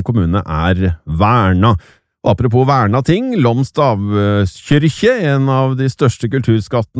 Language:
Norwegian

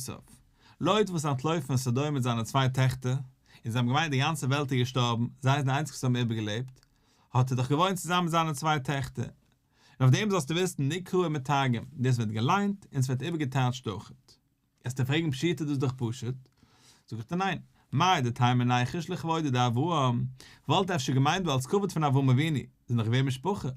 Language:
Yiddish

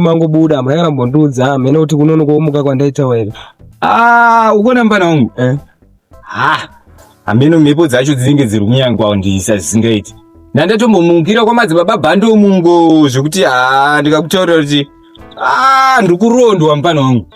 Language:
Shona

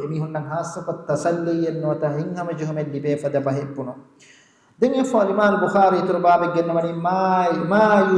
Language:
Divehi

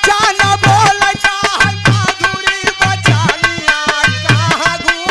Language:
Bhojpuri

